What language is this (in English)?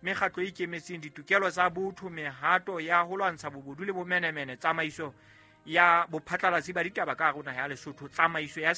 Southern Sotho